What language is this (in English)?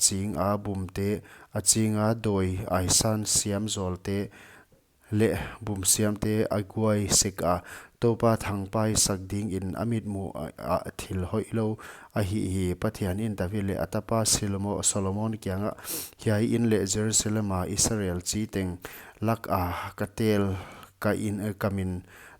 Paite Chin